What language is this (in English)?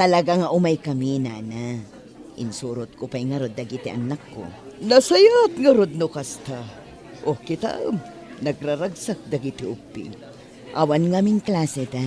Iloko